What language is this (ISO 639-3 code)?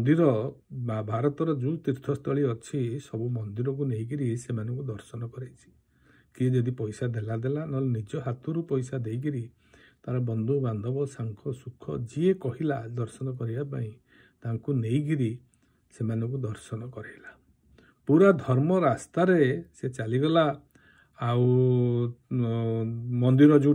ori